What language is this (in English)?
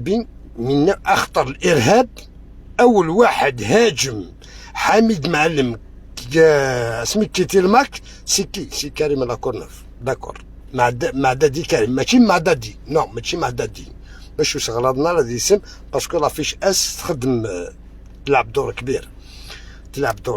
Algerian Arabic